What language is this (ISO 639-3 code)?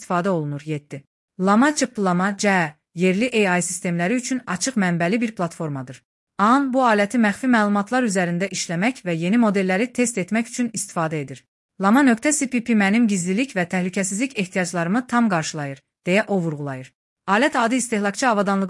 aze